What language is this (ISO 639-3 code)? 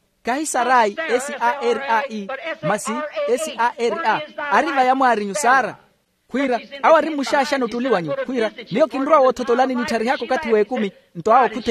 vmw